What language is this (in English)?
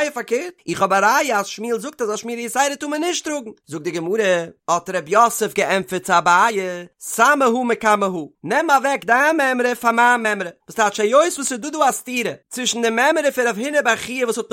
Yiddish